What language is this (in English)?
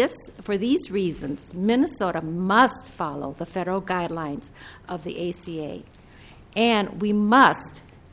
English